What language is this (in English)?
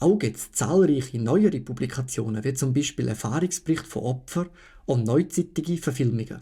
Swiss German